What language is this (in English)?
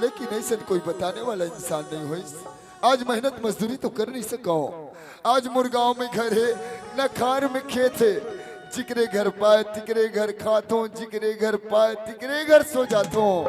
Chhattisgarhi